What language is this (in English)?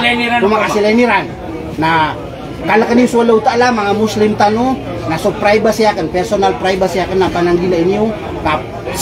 Maranao